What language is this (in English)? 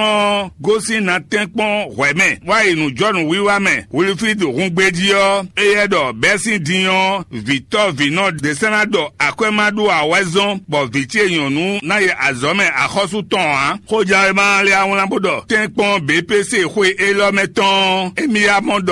Fon